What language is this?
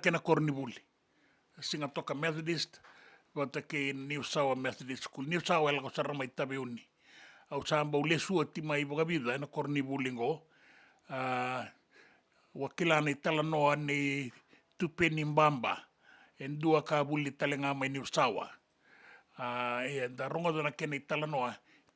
Fijian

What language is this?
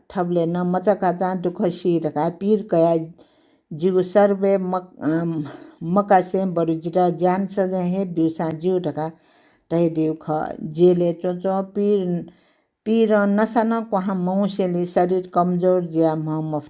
Newari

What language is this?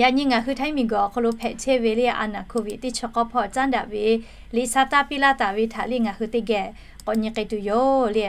Lahu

